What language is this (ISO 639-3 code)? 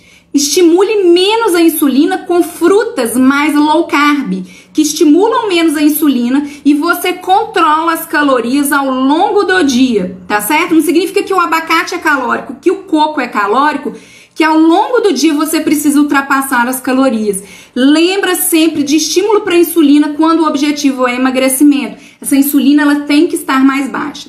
por